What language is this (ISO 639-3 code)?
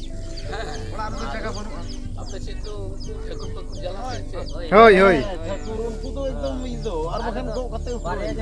sat